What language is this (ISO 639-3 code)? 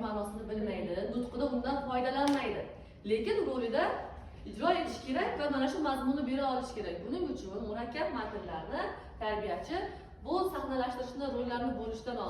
uzb